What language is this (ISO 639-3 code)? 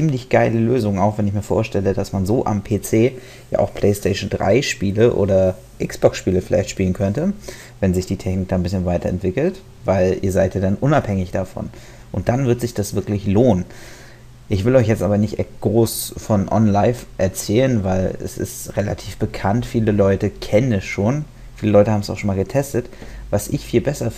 deu